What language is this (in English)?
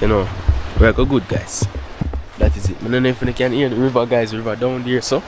Jamaican Creole English